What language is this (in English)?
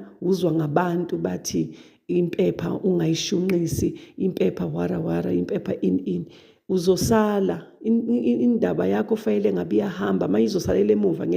Zulu